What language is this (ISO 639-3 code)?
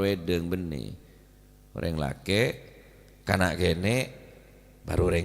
mad